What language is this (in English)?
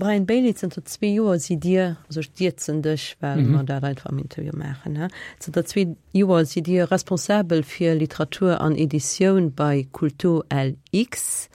Luxembourgish